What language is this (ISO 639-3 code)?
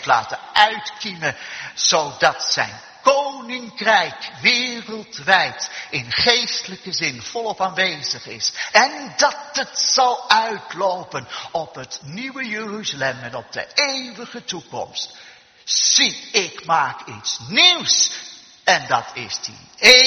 nld